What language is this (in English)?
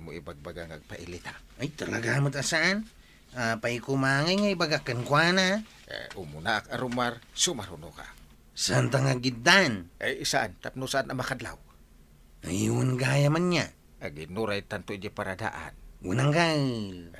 Iloko